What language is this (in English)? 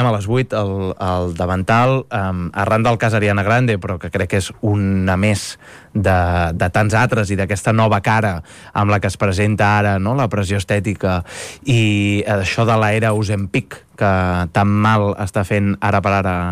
Catalan